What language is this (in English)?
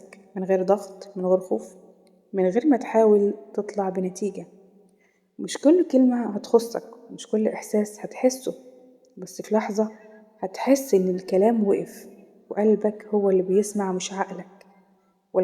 Egyptian Arabic